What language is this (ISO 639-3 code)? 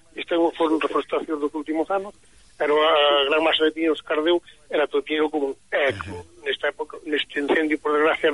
glg